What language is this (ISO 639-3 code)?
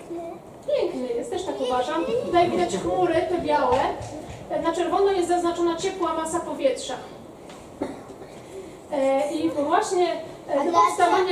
pol